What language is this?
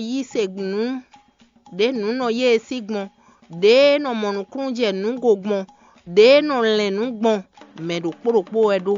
Fon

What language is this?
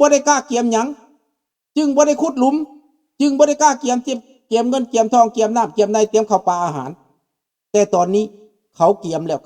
Lao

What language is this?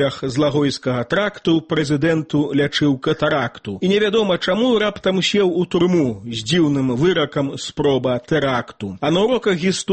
Belarusian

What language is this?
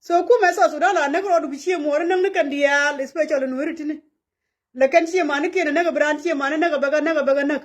Nuer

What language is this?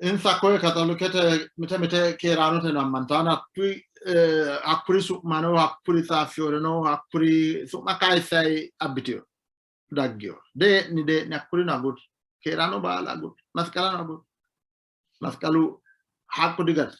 Sidamo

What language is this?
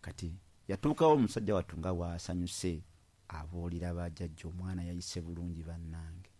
Ganda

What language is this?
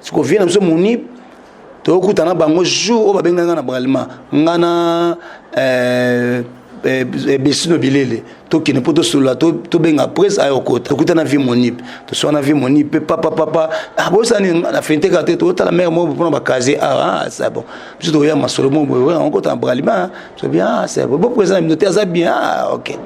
Lingala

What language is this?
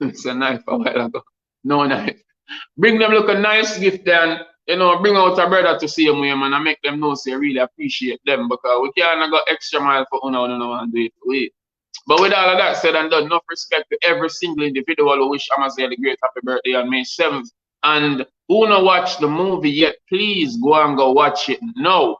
Jamaican Creole English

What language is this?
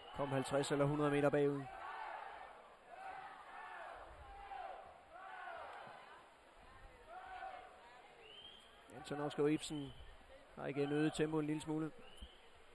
Danish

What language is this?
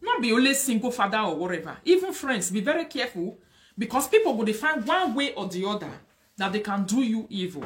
Nigerian Pidgin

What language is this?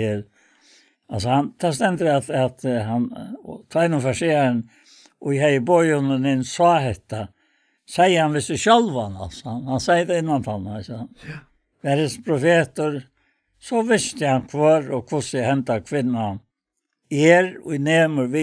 Faroese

